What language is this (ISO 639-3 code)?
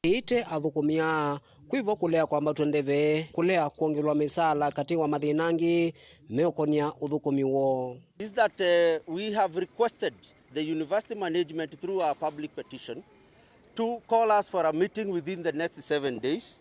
kam